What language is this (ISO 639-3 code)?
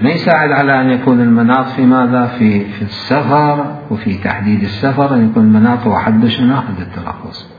acm